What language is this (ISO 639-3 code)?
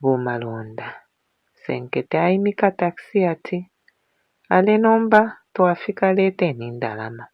bem